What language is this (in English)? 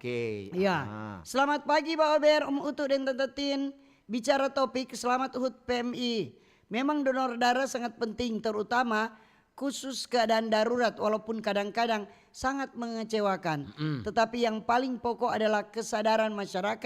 Manado Malay